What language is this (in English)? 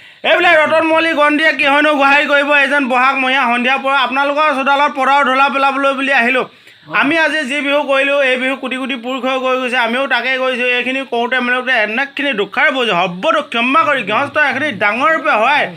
Assamese